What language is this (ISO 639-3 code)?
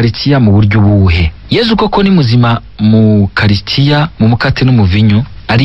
run